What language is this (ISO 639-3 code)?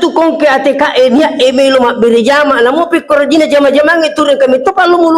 bug